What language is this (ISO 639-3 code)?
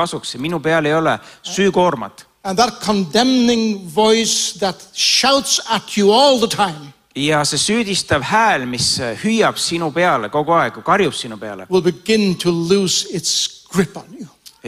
est